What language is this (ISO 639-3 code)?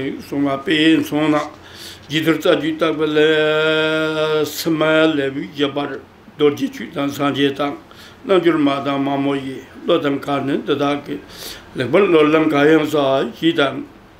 bod